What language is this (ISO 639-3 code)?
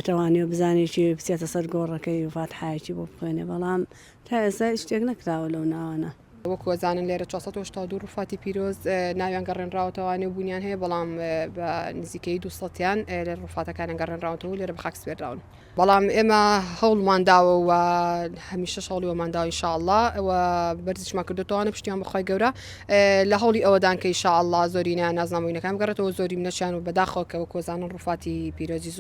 ckb